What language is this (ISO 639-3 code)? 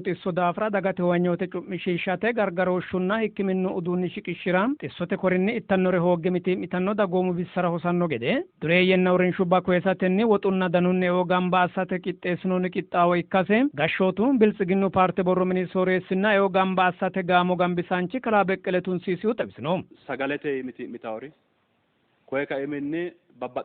sid